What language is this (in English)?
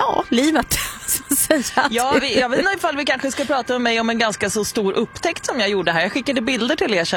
Swedish